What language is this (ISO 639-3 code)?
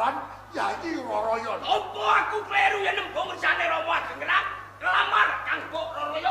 jav